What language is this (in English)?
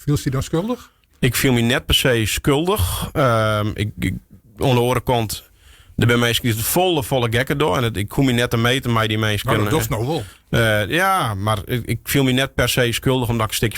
Western Frisian